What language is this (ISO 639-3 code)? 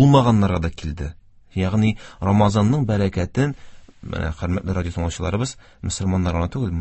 tat